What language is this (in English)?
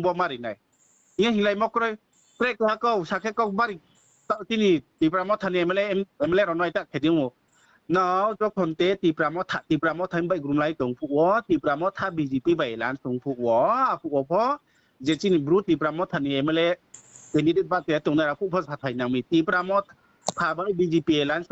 Riang (India)